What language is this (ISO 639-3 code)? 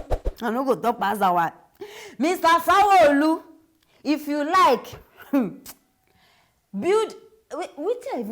pcm